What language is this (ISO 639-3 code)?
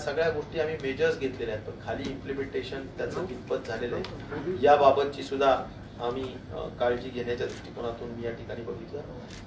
mar